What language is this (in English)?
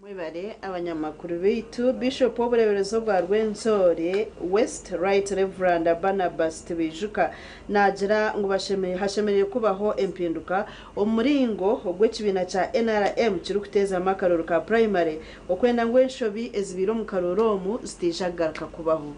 Nyankole